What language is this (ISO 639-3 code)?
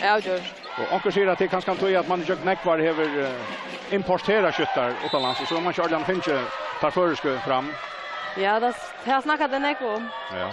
fao